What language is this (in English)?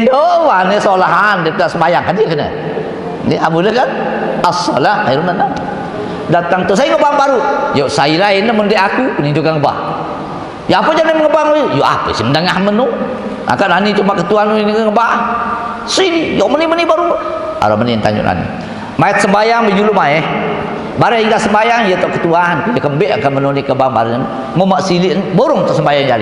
Sasak